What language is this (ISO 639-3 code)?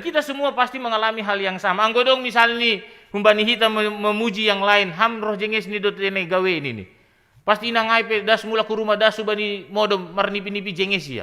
bts